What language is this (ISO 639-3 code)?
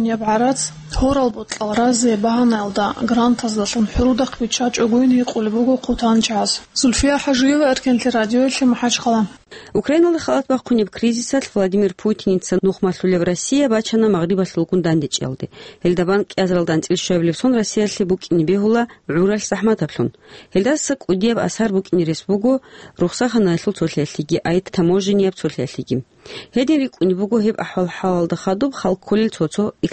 ava